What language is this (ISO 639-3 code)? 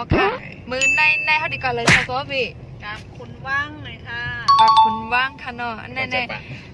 shn